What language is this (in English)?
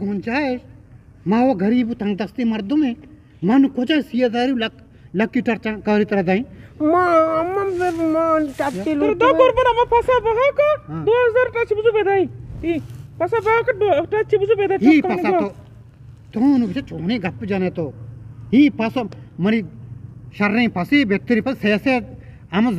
Eastern Balochi